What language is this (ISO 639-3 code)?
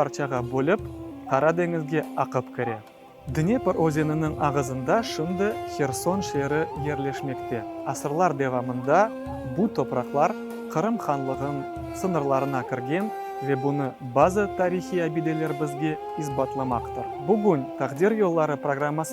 crh